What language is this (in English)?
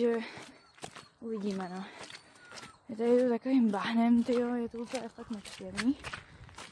Czech